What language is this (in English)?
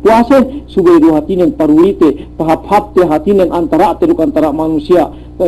Yakan